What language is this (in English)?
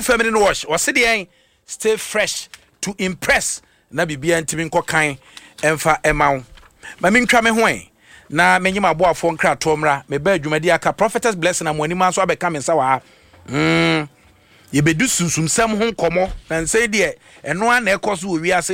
Akan